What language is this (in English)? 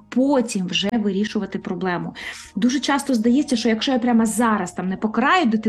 Ukrainian